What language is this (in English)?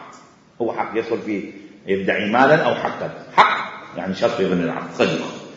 Mesopotamian Arabic